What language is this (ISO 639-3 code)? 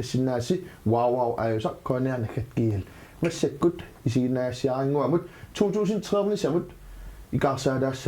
kal